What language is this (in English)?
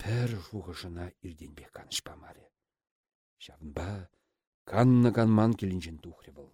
Chuvash